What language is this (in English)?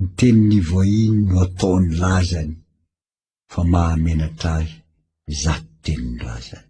Malagasy